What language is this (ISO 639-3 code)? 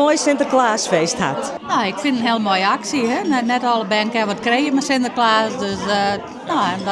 fry